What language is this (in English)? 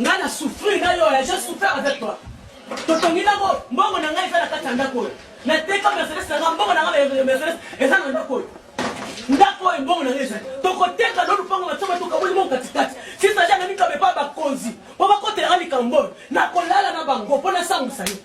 Lingala